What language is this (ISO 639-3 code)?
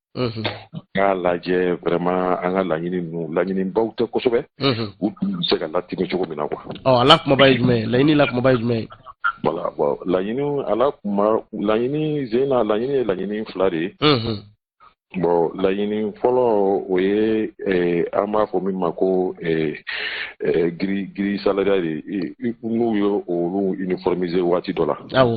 bam